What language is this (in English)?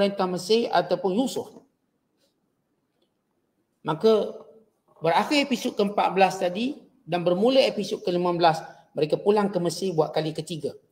Malay